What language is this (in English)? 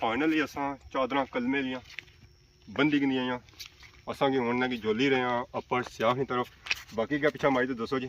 Pahari-Potwari